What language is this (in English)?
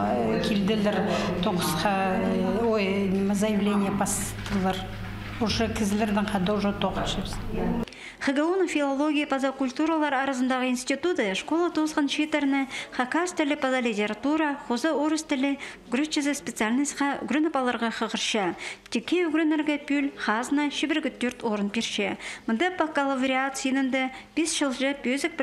Khakas